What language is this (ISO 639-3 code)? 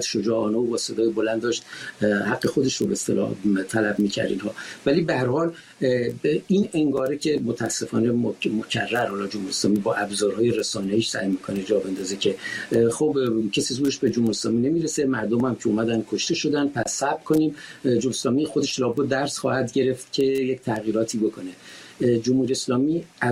fas